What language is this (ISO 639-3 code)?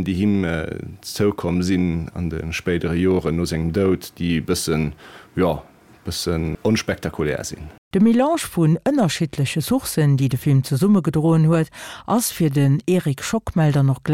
ltz